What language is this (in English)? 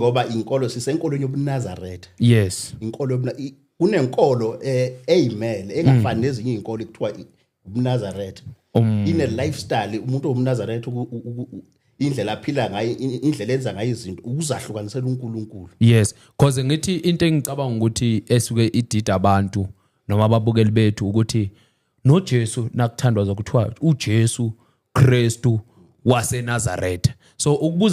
Zulu